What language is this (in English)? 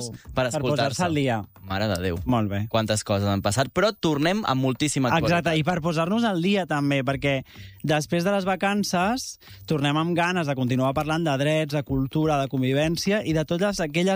Catalan